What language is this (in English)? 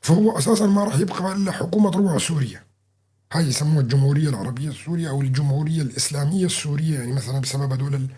North Levantine Arabic